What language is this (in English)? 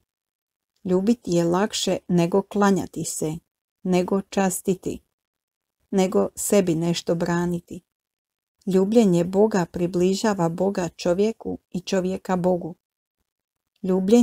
Croatian